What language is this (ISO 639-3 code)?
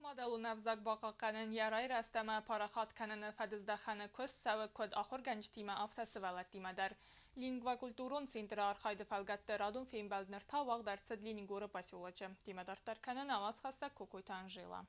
oss